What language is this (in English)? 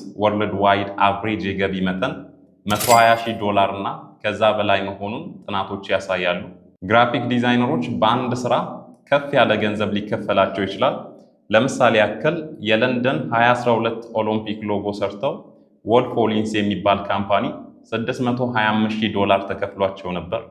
Amharic